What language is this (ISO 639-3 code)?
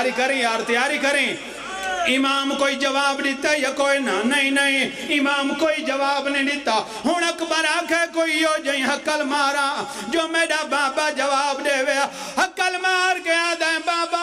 phr